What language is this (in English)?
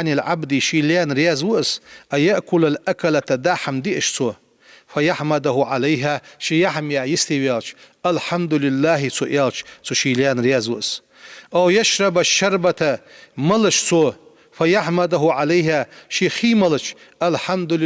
Ingush